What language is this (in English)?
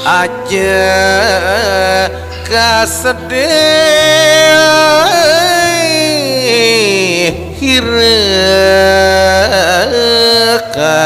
Sasak